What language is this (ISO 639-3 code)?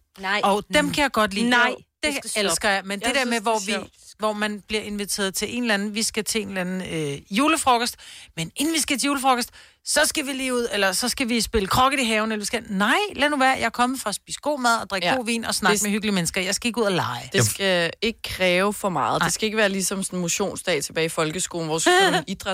dan